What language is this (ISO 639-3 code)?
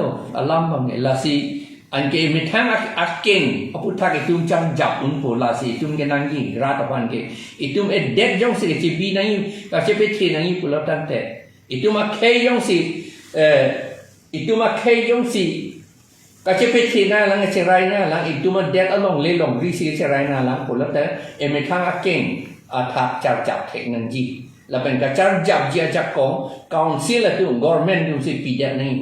mjw